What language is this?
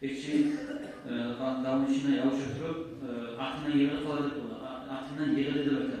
Kumyk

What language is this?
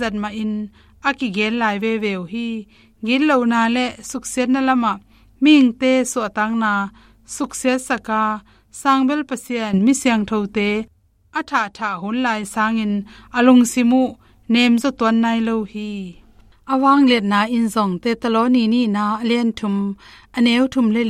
Tedim Chin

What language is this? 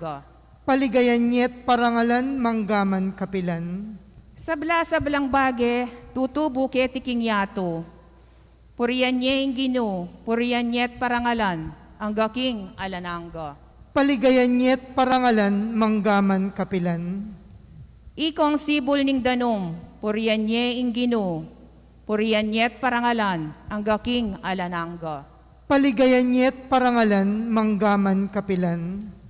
Pampanga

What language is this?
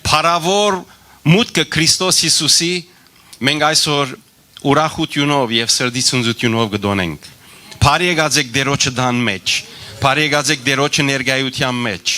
Western Armenian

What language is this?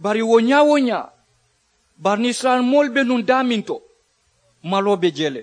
Mandingo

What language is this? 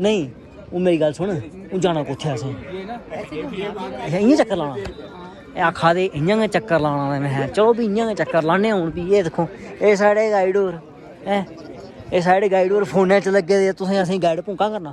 Dogri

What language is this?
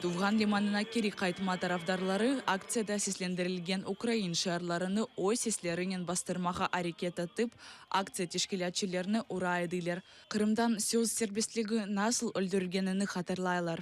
Crimean Tatar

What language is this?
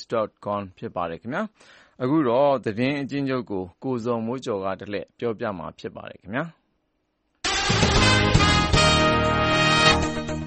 Burmese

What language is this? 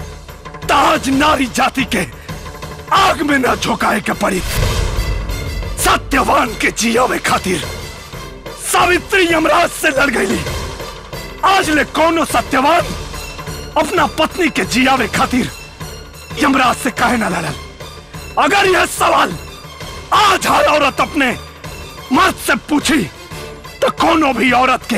Bhojpuri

